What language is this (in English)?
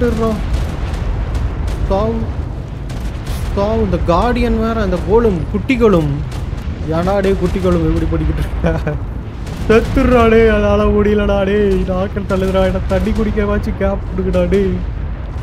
Tamil